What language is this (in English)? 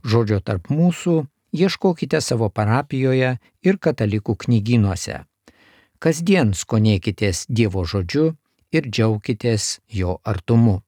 Lithuanian